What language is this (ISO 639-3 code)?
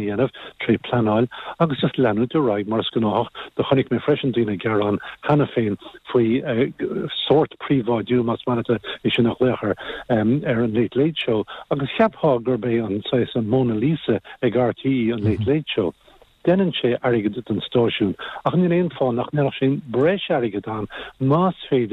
gle